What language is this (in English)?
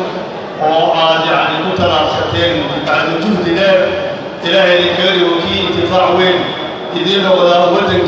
Somali